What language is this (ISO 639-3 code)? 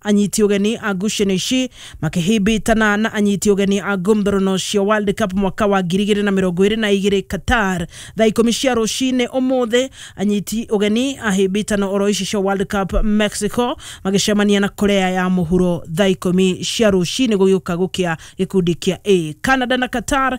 kik